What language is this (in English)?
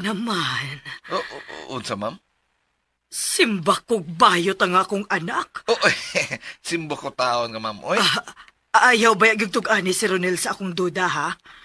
Cebuano